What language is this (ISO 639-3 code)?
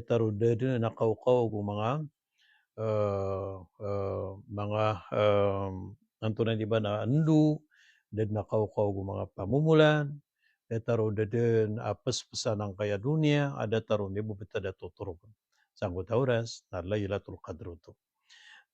mrw